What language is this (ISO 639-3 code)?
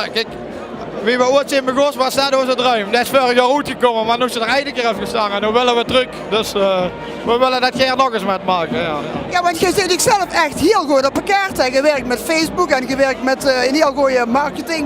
lim